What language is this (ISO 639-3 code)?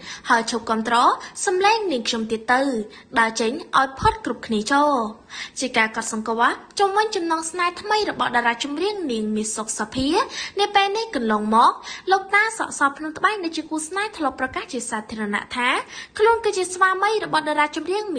khm